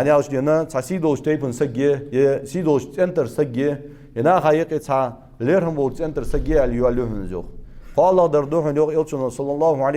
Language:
Ingush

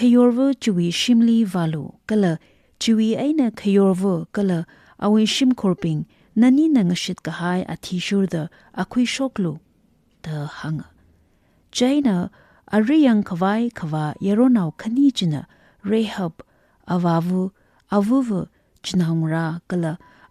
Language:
Tangkhul Naga (India)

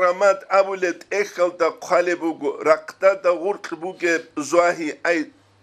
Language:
Avaric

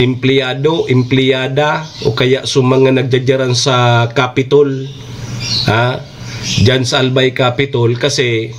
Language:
Bikol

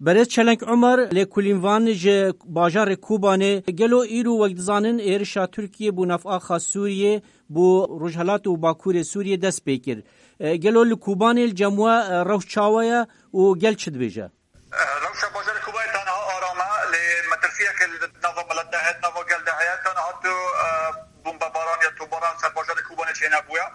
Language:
Kurdish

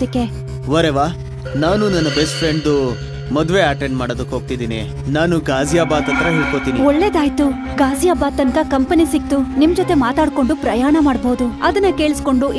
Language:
Kannada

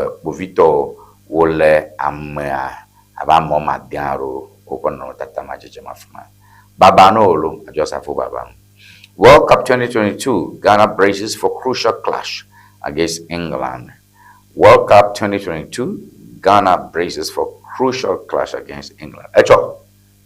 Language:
Ewe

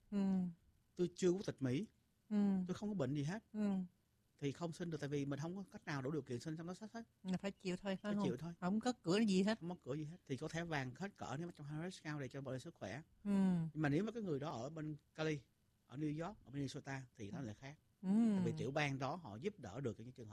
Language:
Vietnamese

